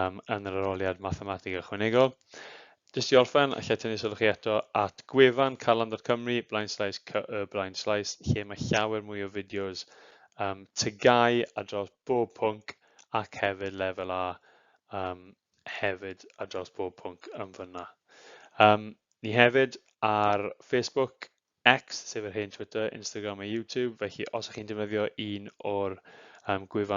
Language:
Welsh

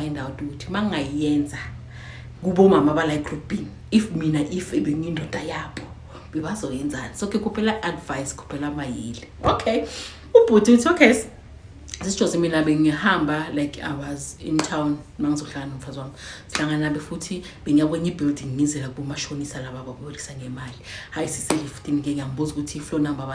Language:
Zulu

